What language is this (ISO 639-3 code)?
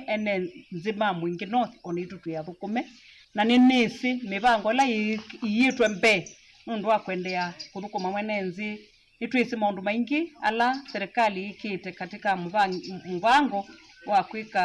kam